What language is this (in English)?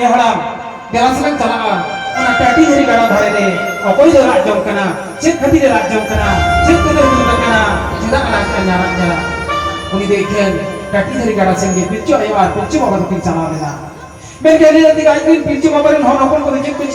Santali